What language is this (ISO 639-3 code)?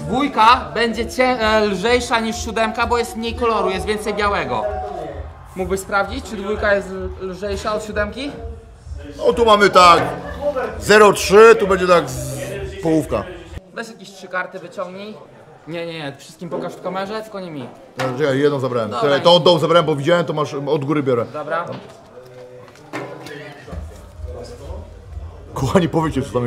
pol